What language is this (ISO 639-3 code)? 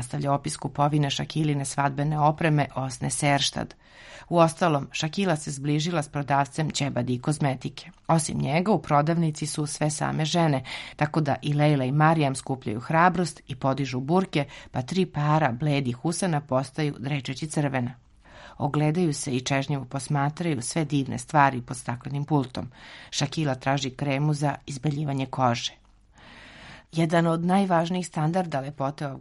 srp